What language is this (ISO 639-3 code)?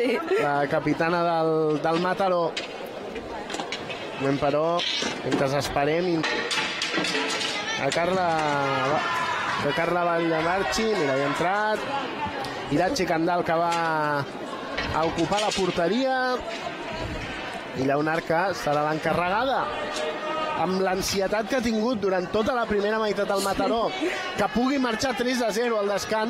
cat